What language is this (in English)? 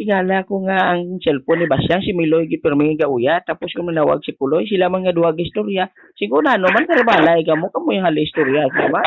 Hiligaynon